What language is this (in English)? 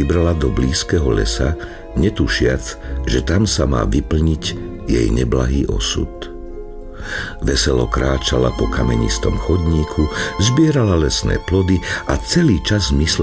Slovak